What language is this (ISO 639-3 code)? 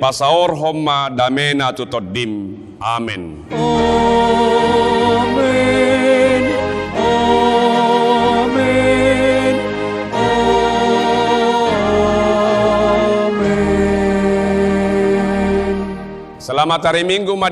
bbc